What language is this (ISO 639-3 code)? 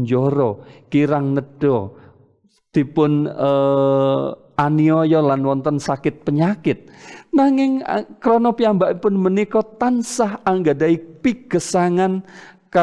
jav